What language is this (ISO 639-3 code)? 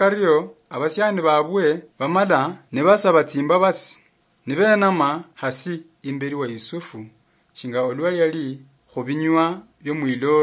luy